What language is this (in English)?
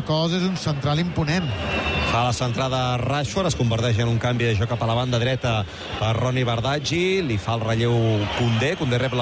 Catalan